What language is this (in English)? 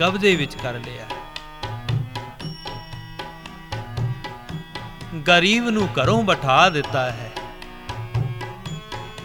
Punjabi